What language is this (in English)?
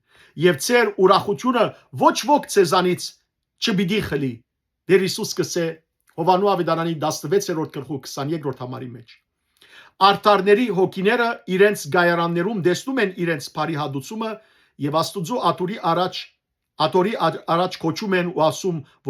Western Armenian